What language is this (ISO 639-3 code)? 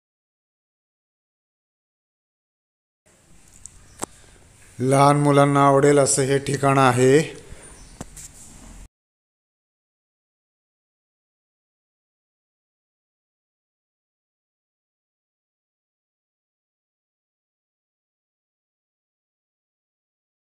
mar